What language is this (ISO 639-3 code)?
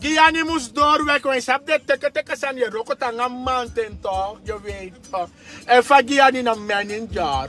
srn